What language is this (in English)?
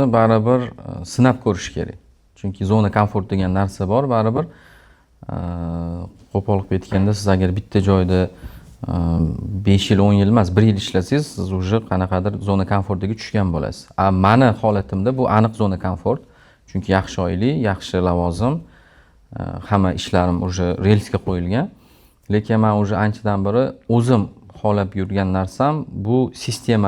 Uzbek